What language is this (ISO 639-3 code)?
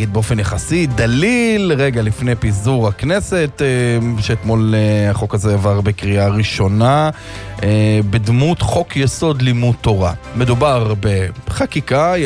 heb